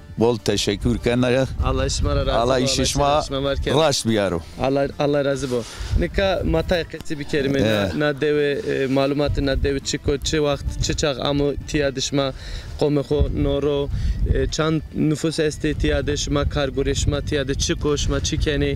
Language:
Zaza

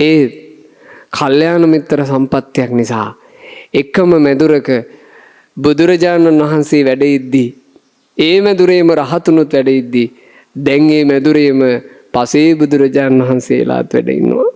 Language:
Sinhala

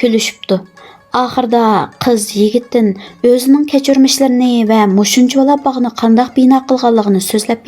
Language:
Uyghur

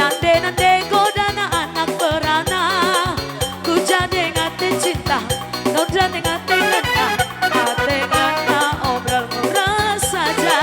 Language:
Batak Toba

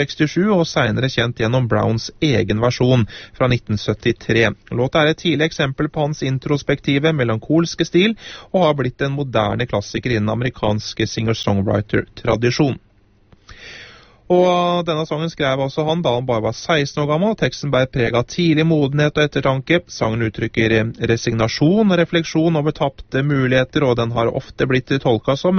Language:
Norwegian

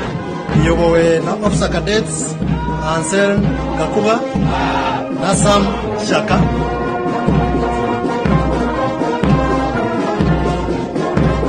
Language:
Kinyarwanda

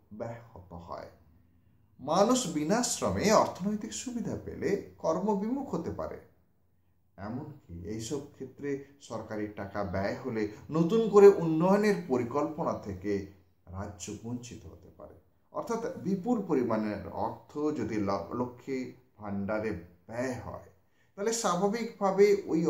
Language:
Bangla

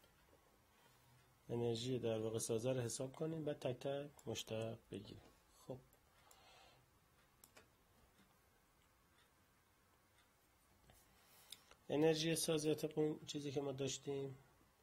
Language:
Persian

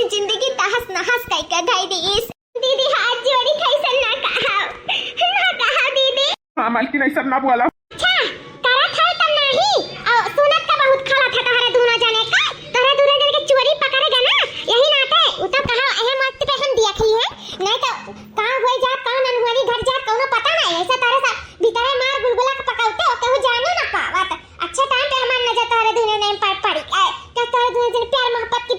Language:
Awadhi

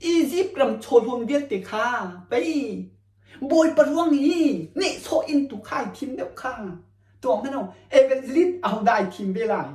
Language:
Hakha Chin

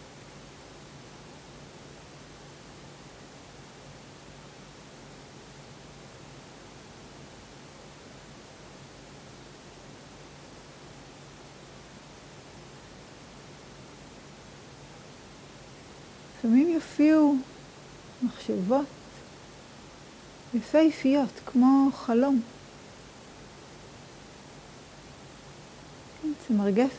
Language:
Hebrew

